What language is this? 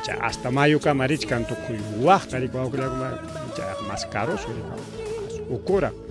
Ayacucho Quechua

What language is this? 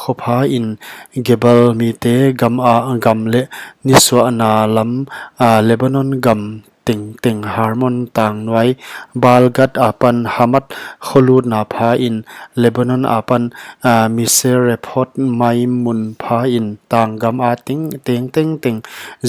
Paite Chin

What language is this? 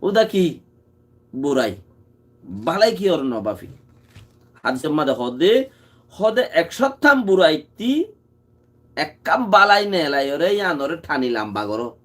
Rohingya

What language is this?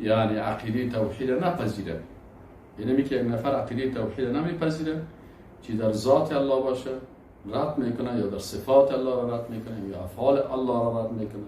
Persian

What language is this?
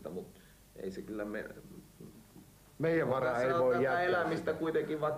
Finnish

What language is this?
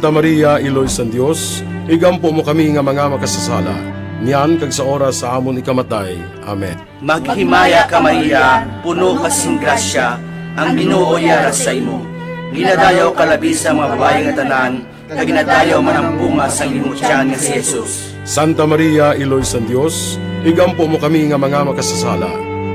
Hiligaynon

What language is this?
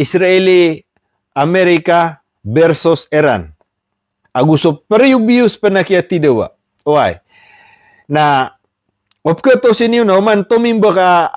Maranao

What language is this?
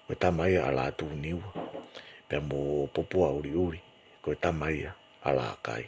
Tongan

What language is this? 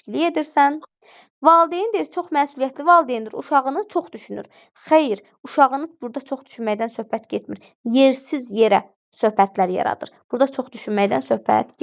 Azerbaijani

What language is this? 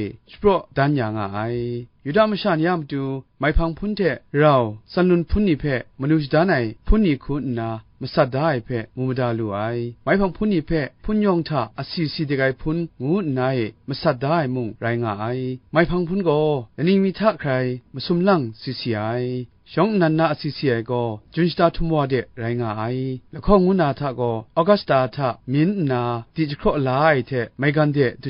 Kachin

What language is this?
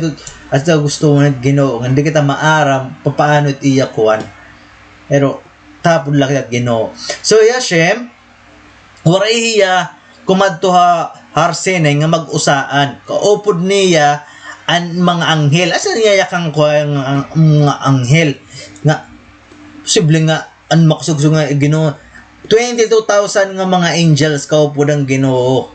Waray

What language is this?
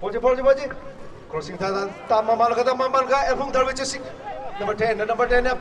Tangkhul Naga (India)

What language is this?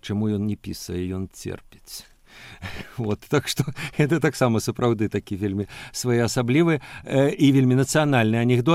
Belarusian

